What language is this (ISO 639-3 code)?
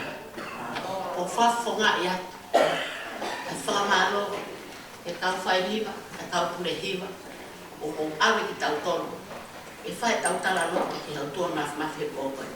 ton